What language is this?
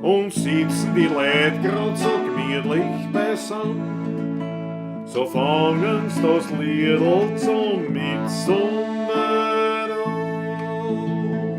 Bavarian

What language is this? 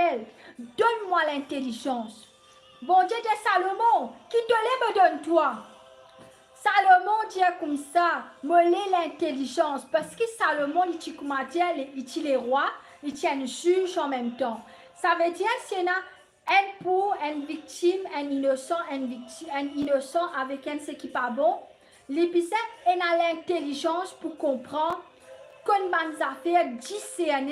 Morisyen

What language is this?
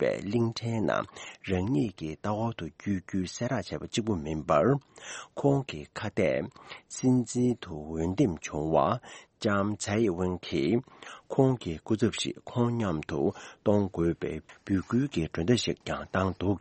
Tibetan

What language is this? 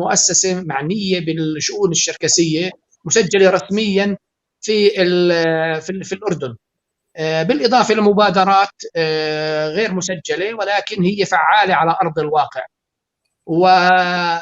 North Levantine Arabic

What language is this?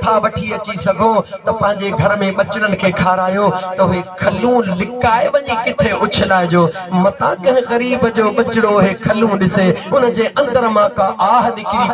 Sindhi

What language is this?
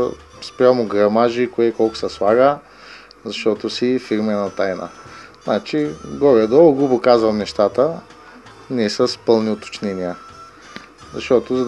Bulgarian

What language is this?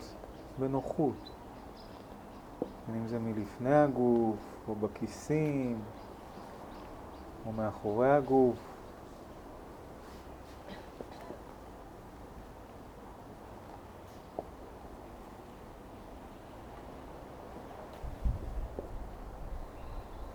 Hebrew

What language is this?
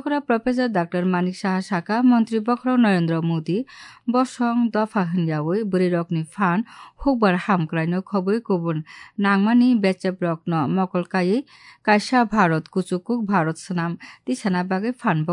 Kok Borok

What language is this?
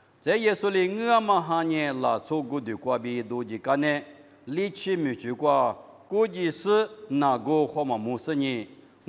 Lisu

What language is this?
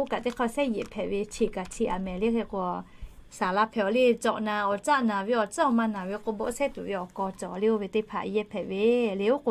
Lahu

